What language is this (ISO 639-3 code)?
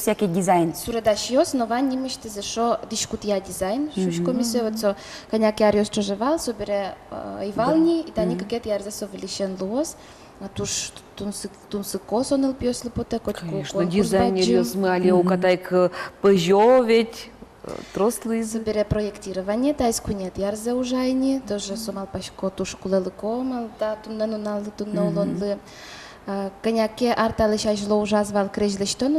udm